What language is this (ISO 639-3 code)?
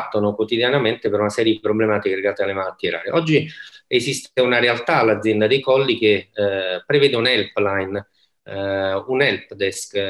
ita